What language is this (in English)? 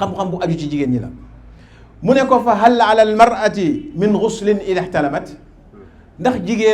Wolof